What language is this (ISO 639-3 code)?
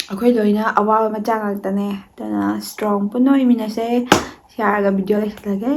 mni